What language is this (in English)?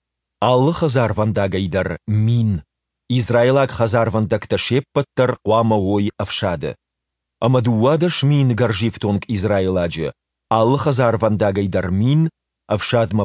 Ossetic